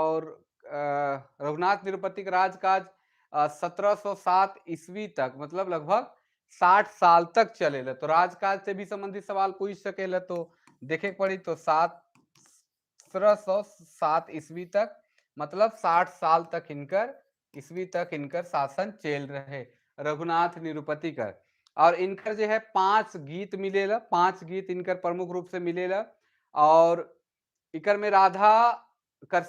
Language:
Sadri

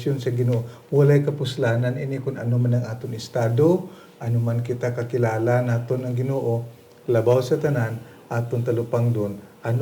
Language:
Hiligaynon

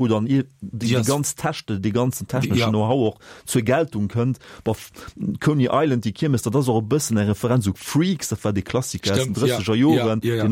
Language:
Luxembourgish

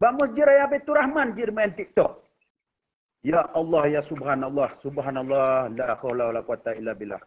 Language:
Achinese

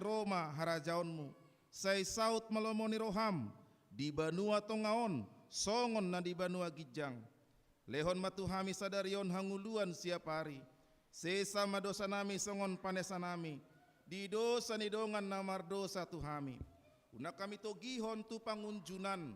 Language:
Batak Toba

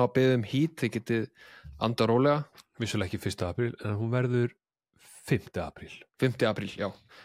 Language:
Icelandic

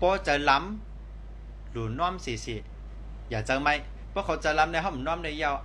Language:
Shan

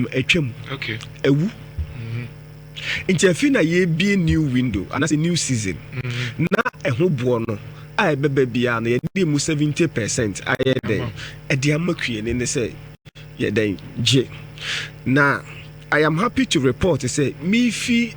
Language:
Akan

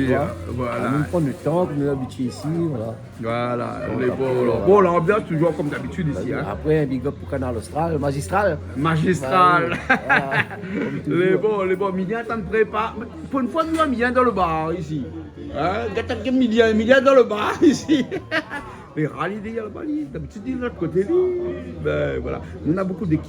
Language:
Réunion Creole French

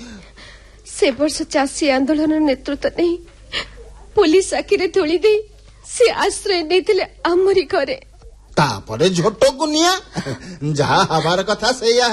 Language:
Odia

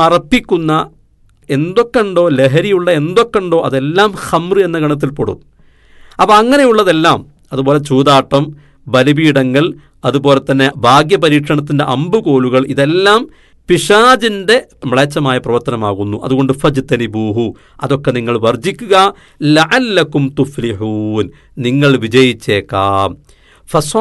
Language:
Malayalam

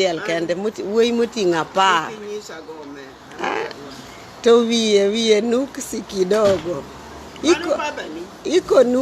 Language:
Luo (Kenya and Tanzania)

